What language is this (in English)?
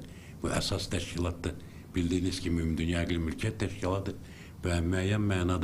Azerbaijani